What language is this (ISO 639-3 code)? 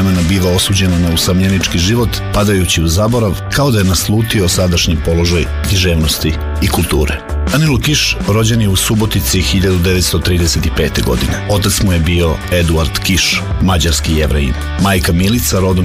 srp